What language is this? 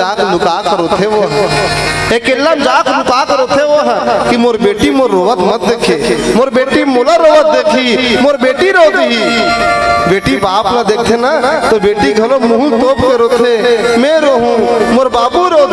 Chhattisgarhi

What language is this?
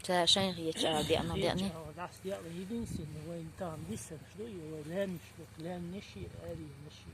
Chechen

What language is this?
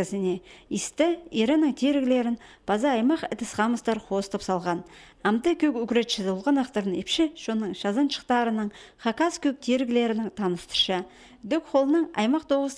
Khakas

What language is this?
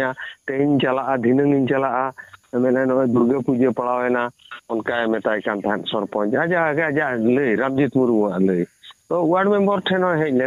Santali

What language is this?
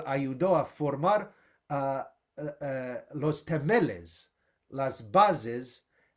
Ladino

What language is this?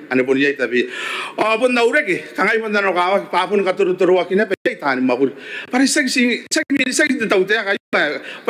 Gilbertese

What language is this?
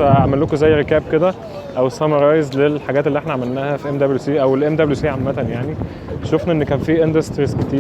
Egyptian Arabic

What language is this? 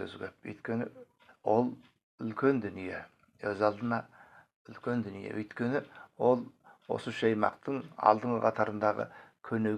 Kazakh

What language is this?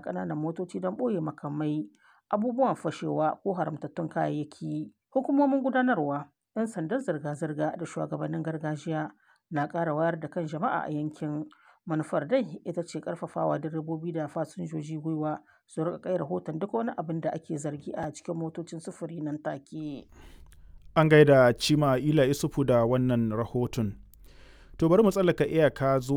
Hausa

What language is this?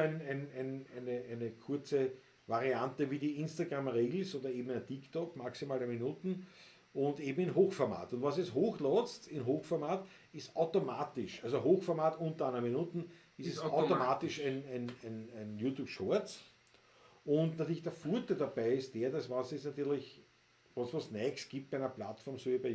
Bavarian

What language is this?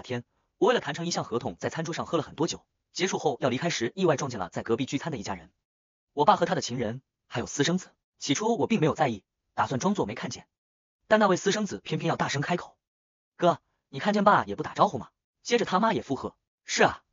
Chinese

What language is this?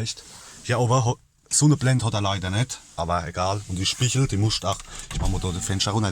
Palatine German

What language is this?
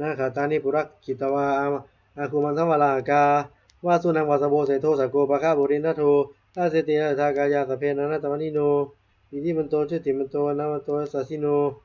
Pali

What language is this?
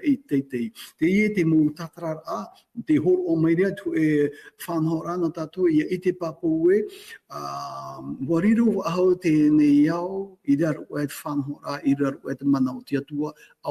Tahitian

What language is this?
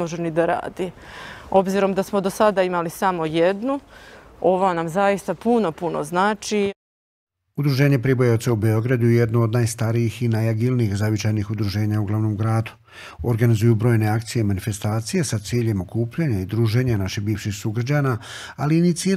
Serbian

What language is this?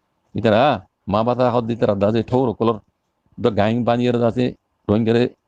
Rohingya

